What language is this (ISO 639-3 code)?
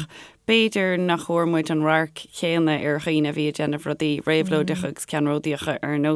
gle